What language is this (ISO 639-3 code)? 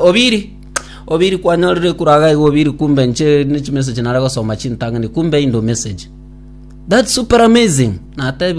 guz